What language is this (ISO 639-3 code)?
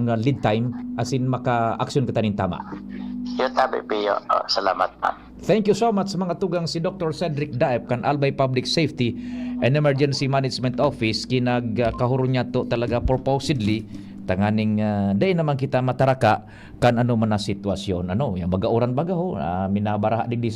bik